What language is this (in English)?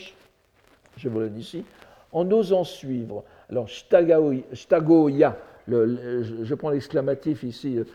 French